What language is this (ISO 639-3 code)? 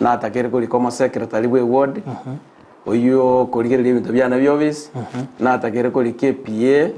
guz